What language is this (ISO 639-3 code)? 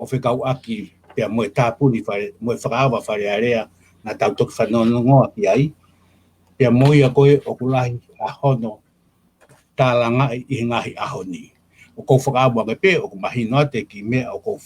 ton